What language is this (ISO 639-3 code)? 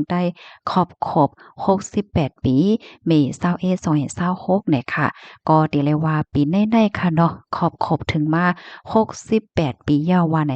shn